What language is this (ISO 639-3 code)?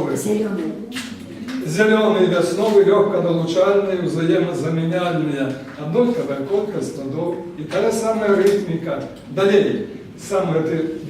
bel